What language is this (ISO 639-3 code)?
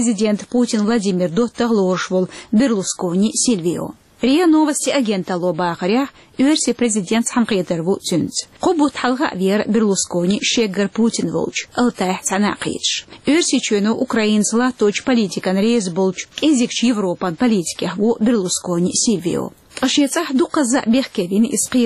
che